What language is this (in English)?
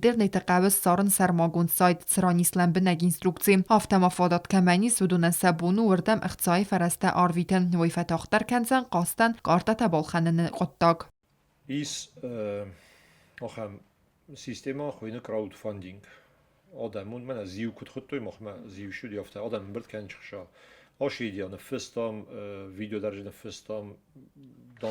Ossetic